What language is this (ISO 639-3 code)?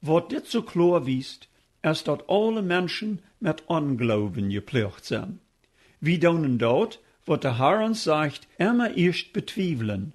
pdt